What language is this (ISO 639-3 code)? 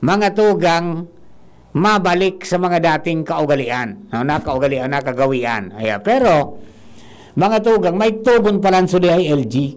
bik